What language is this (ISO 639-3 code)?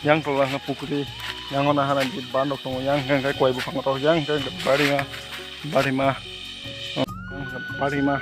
trp